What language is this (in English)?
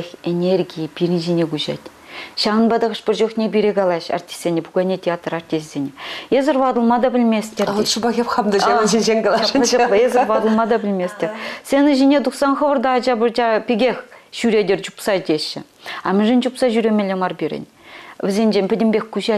Chuvash